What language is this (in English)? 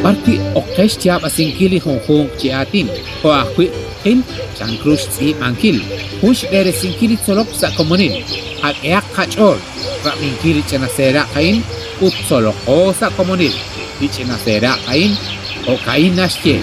Kekchí